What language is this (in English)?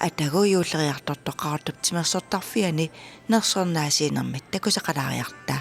Kalaallisut